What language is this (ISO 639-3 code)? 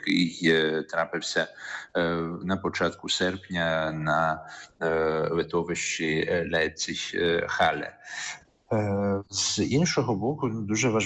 ukr